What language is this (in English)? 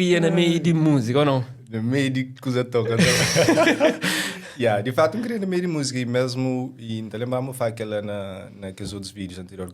Kabuverdianu